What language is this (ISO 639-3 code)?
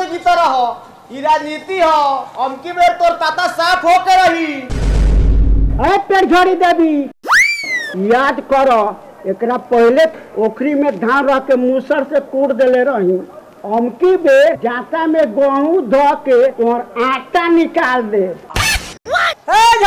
bho